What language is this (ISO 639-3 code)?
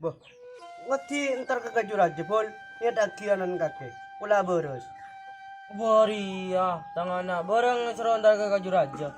mad